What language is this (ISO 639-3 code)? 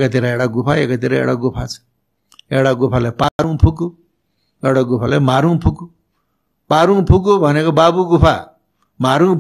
nep